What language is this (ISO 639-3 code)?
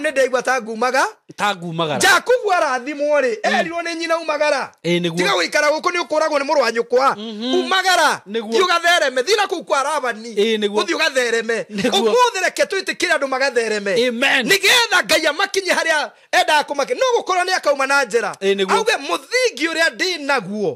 kik